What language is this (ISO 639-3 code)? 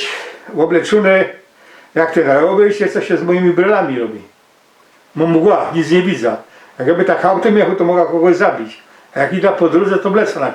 szl